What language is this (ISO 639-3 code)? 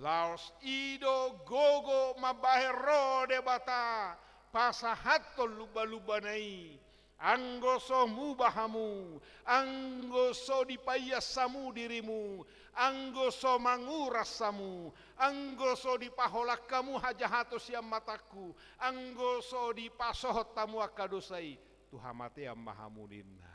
bbc